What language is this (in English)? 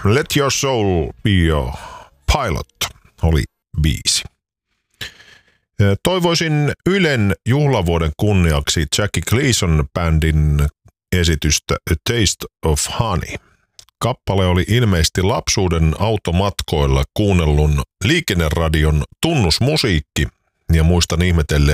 Finnish